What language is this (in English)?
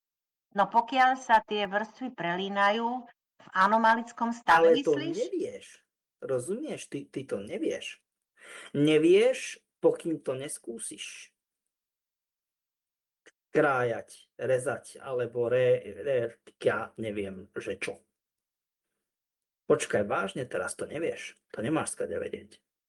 Slovak